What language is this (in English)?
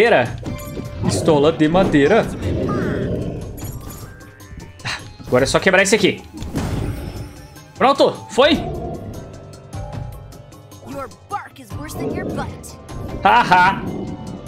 Portuguese